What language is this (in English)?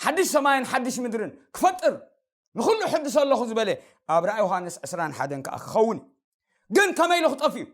Tigrinya